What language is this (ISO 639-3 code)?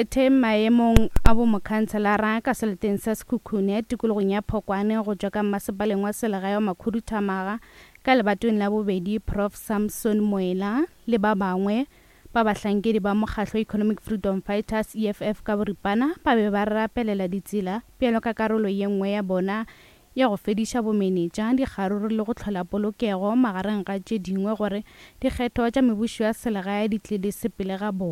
nso